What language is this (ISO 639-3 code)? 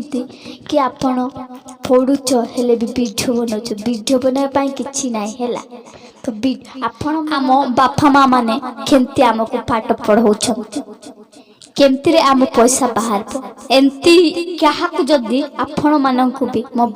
ori